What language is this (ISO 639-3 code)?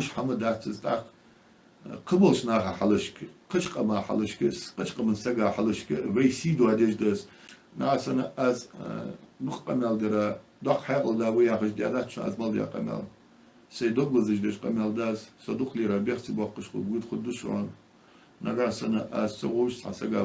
inh